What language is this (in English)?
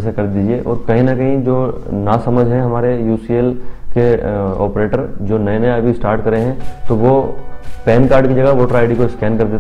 Hindi